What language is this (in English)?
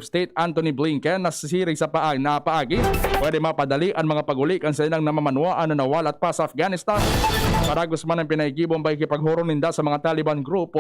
Bikol